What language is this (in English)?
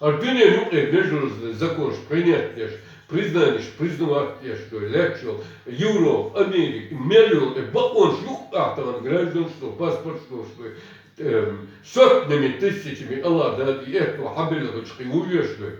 Chechen